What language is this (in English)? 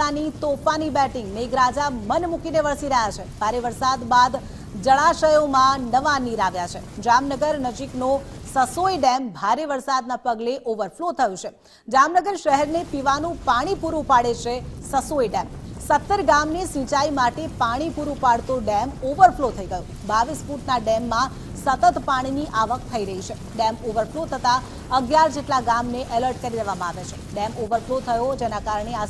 Gujarati